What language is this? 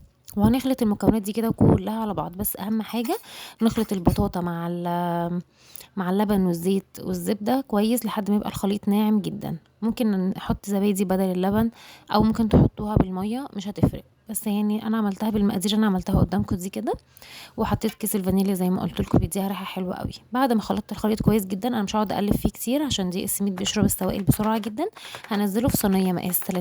Egyptian Arabic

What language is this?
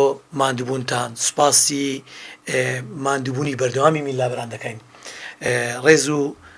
Central Kurdish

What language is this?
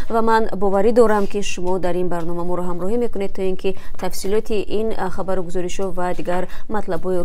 Tajik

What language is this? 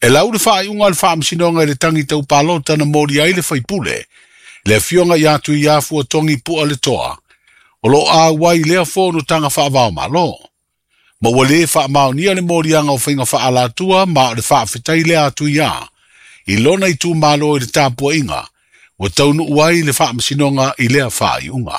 Samoan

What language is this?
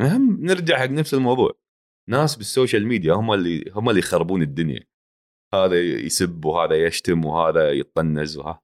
Gulf Arabic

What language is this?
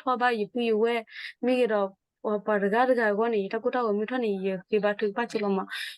S'gaw Karen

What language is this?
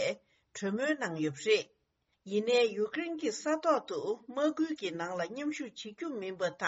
Tibetan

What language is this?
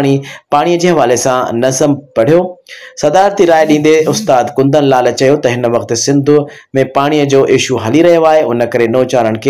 Sindhi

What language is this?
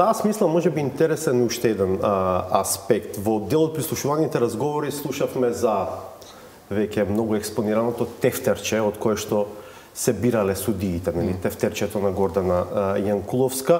Macedonian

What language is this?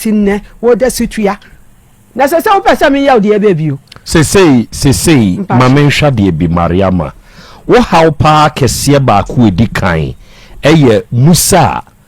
Akan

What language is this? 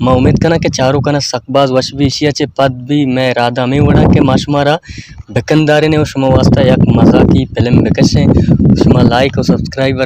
Baluchi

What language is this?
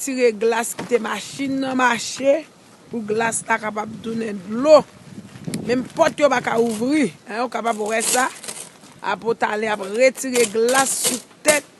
Haitian Creole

